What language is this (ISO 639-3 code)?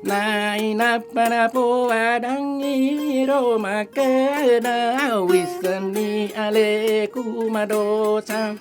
bug